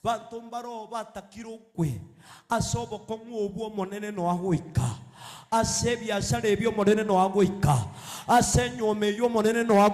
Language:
Gusii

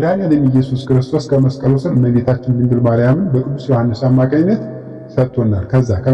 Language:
Amharic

